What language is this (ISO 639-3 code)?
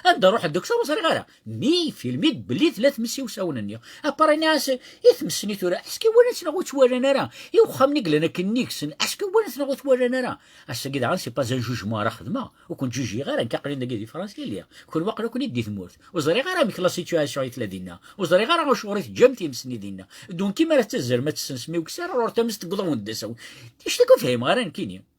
kab